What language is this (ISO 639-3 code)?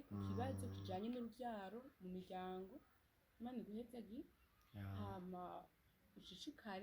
run